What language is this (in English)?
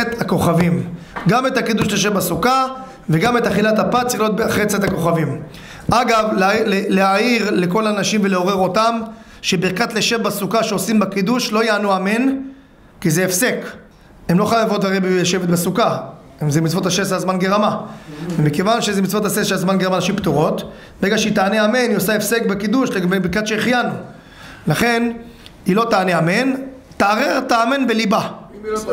Hebrew